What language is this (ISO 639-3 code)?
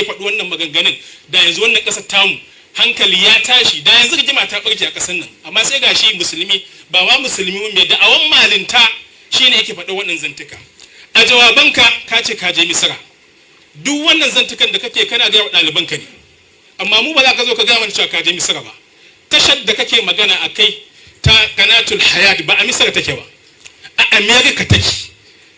hau